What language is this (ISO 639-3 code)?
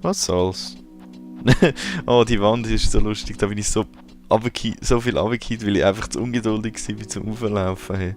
gsw